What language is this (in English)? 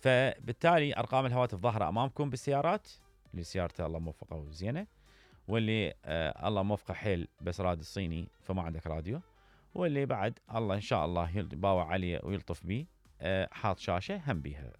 Mesopotamian Arabic